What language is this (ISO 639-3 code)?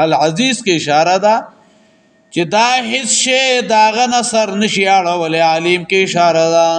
pus